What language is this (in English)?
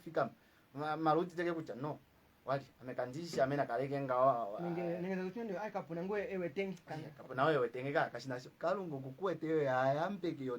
Kuanyama